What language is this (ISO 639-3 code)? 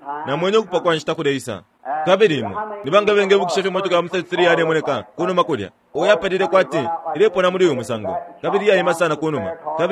bem